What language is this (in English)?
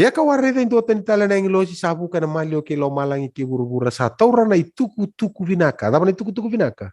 Fijian